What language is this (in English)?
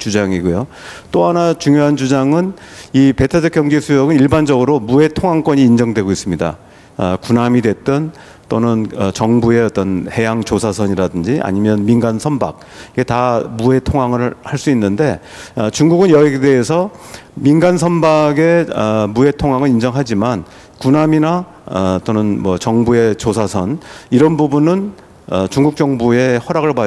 Korean